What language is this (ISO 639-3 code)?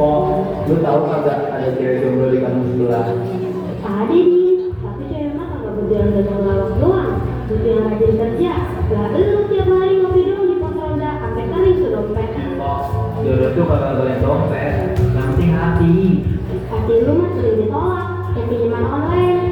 bew